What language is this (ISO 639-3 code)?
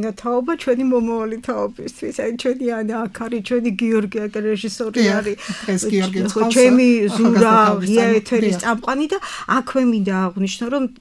kat